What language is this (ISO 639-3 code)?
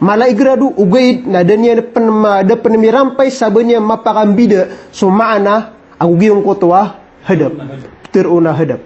mrw